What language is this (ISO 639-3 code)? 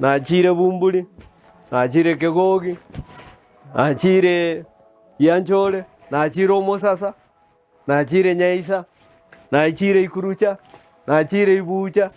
guz